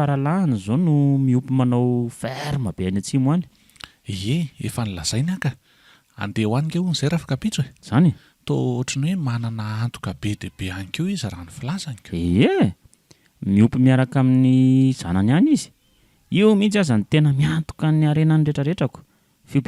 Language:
Malagasy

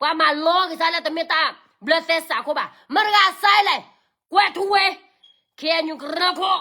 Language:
S'gaw Karen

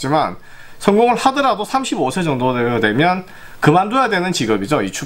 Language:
Korean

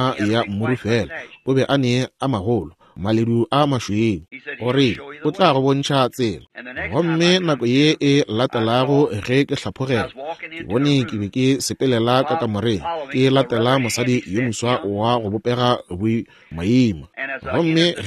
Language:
Northern Sotho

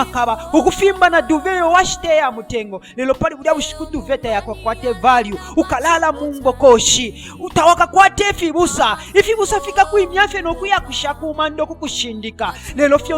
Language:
Bemba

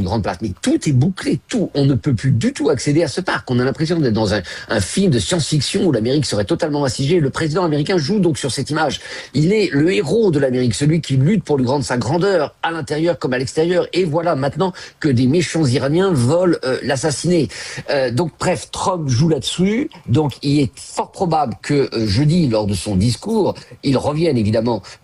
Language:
French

